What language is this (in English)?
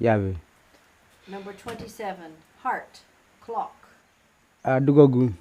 Kamasau